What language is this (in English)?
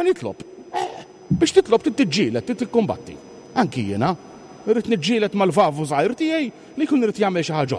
Maltese